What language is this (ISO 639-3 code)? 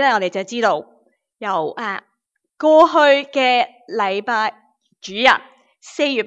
yue